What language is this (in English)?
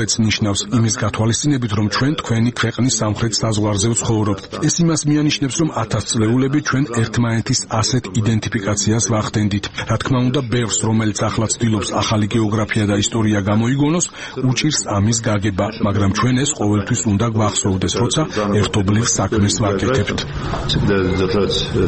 Georgian